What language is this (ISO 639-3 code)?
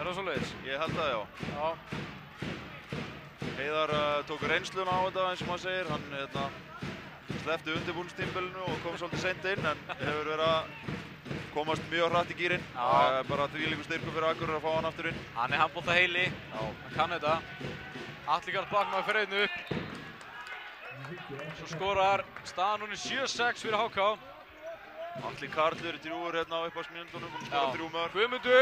isl